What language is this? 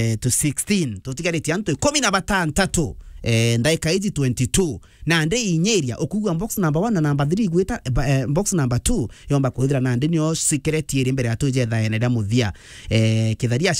Meru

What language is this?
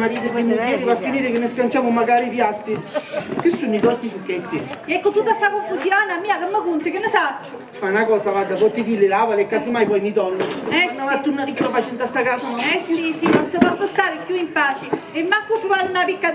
Sicilian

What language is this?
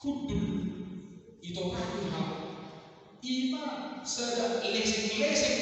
Batak Toba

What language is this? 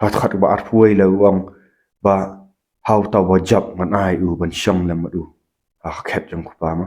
Khasi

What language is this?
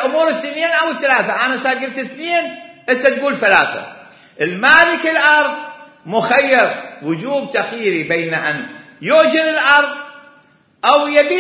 Mesopotamian Arabic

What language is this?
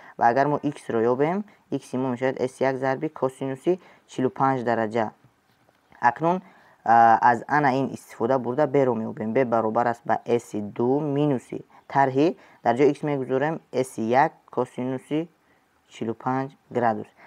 Tajik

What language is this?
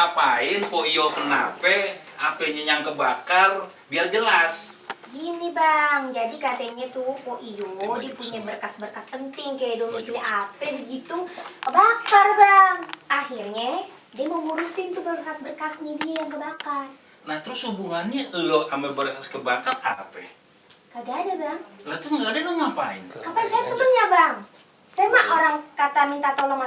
Betawi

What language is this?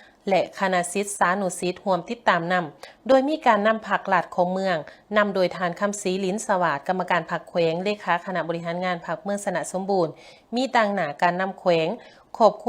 Lao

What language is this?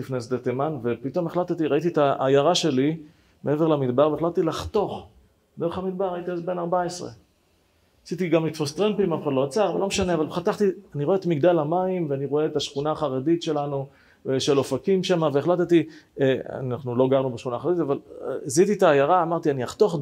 Hebrew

